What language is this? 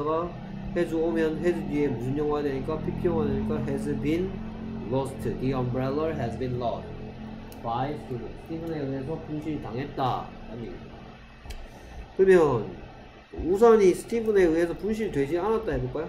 Korean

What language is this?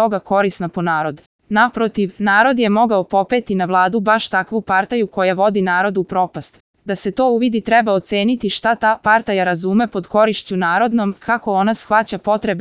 Serbian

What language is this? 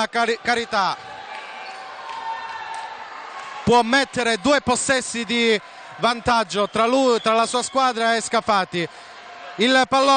Italian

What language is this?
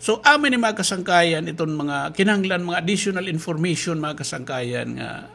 Waray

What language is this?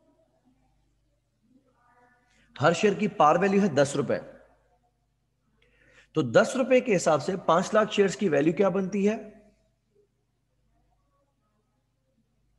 Hindi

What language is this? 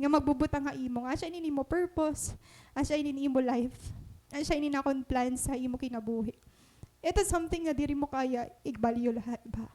Waray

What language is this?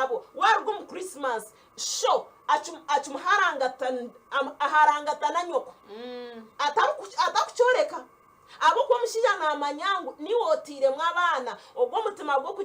Nyankole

